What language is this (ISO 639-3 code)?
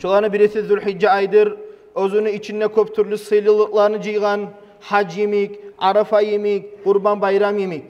kum